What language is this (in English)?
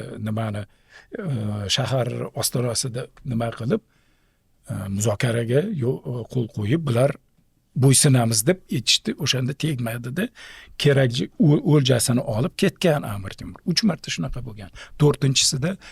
Uzbek